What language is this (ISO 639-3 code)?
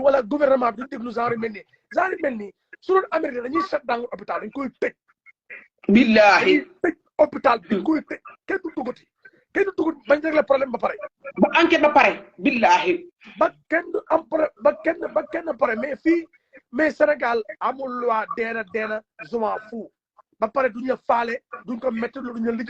wol